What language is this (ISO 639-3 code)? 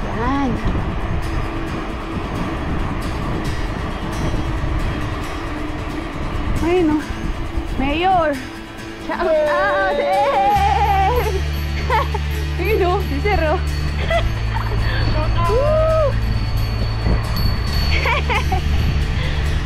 fil